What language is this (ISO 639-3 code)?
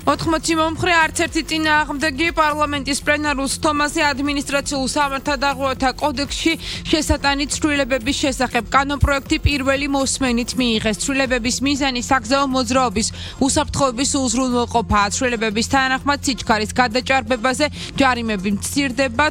kat